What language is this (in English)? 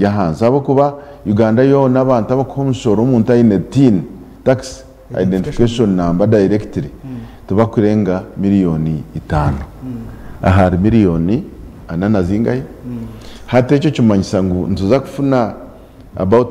Nyankole